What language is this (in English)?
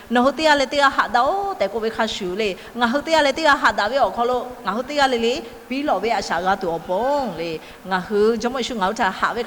Lahu